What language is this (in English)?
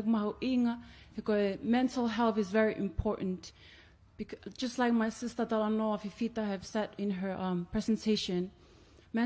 Tongan